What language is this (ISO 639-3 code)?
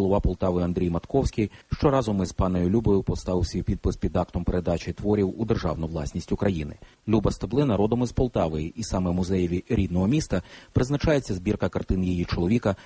ukr